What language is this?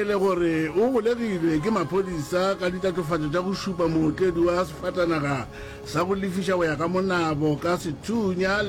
Northern Sotho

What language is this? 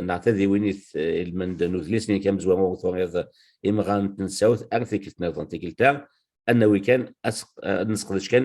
Kabyle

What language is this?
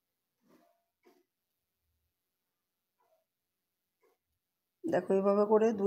Bangla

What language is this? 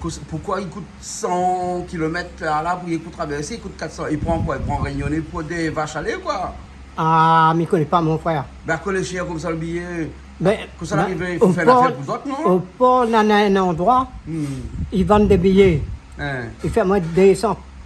Réunion Creole French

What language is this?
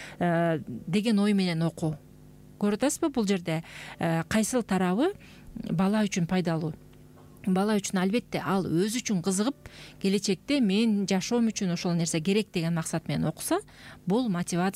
Kyrgyz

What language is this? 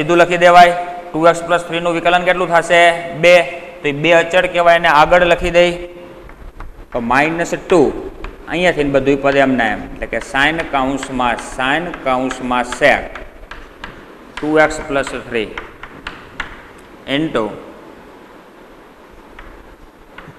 Gujarati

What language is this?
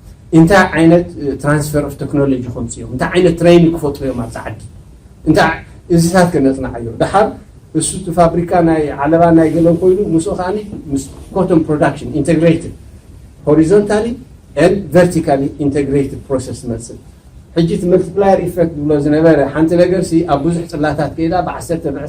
Tigrinya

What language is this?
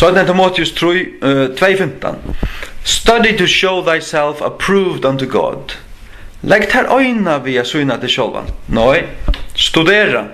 Faroese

